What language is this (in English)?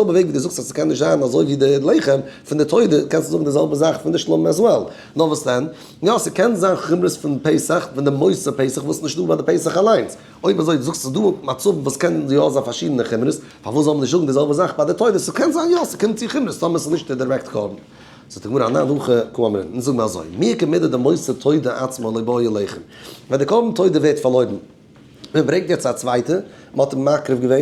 Yiddish